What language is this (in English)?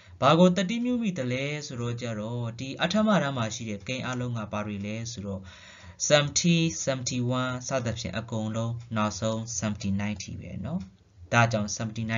Burmese